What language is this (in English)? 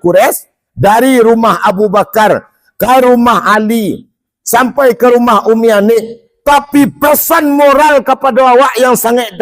Minangkabau